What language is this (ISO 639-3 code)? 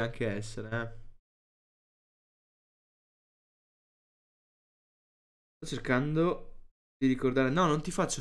ita